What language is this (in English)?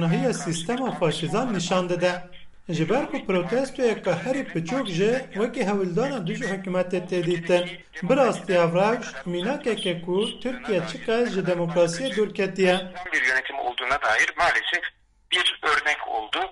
Kurdish